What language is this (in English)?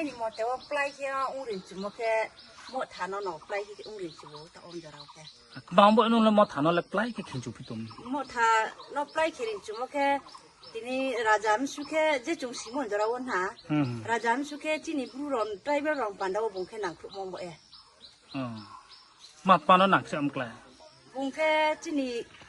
Riang (India)